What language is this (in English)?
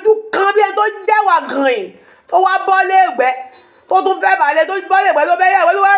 Yoruba